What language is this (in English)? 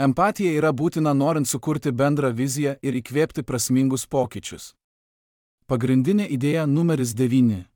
Lithuanian